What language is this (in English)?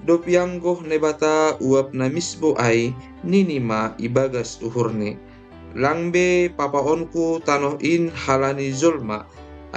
Batak Simalungun